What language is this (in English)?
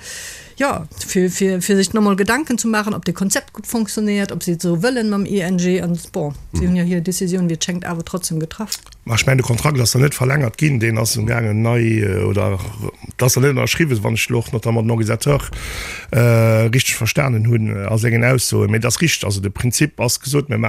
Luxembourgish